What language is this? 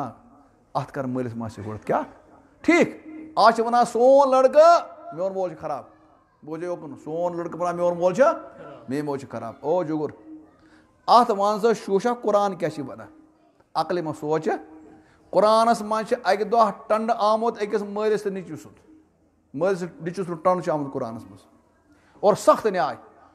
Kashmiri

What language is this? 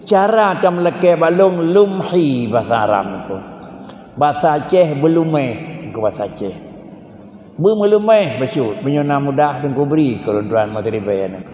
Achinese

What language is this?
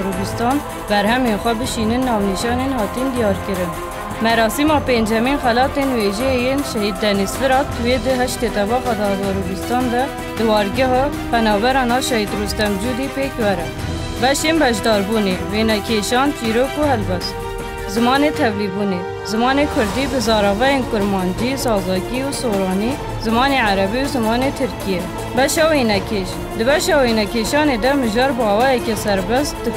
Kurdish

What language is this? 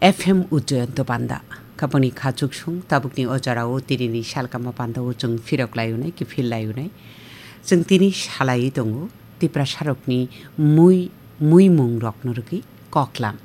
Kok Borok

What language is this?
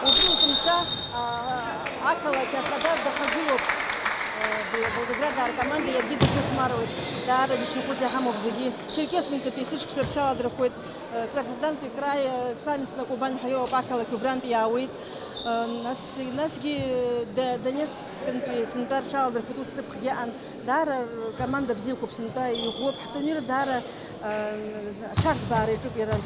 Abkhazian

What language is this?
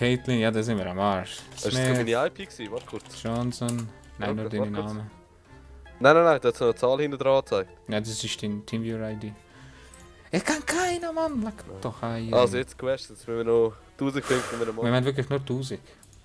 Swiss German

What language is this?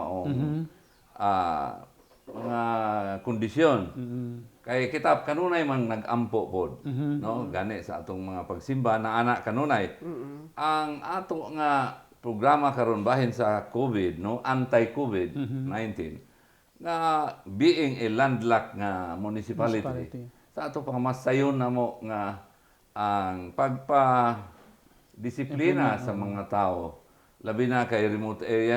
Cebuano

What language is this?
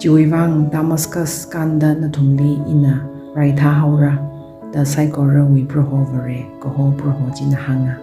Tangkhul Naga (India)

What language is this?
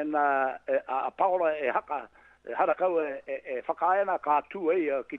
Māori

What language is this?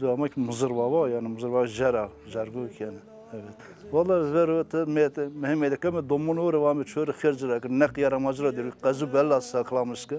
Zaza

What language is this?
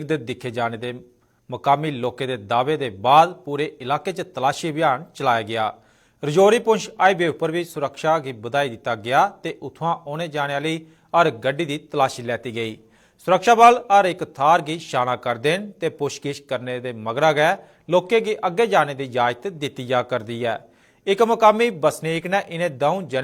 Dogri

